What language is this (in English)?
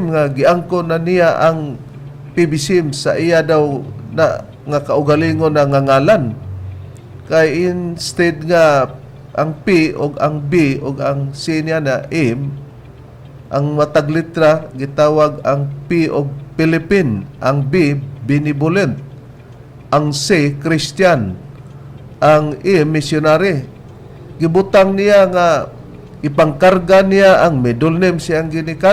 Cebuano